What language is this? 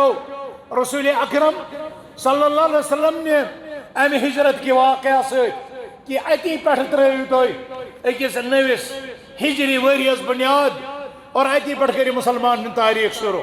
Kashmiri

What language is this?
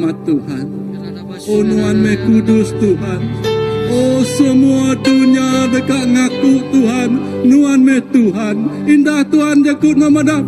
Iban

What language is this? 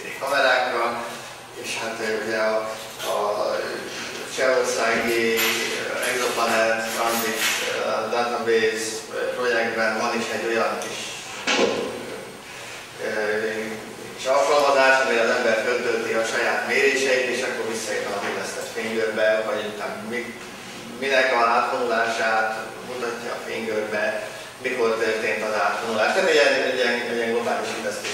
Hungarian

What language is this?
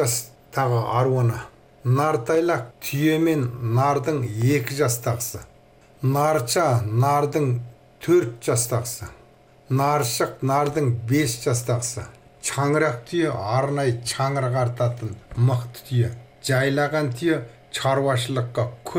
Kazakh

